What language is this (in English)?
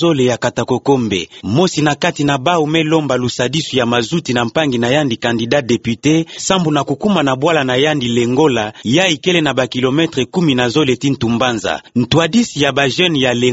Kituba (Democratic Republic of Congo)